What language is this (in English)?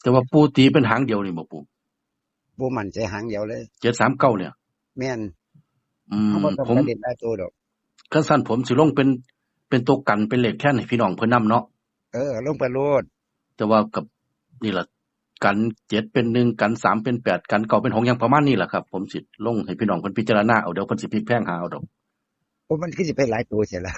Northeastern Thai